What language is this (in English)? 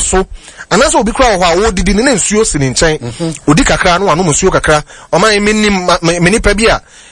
Akan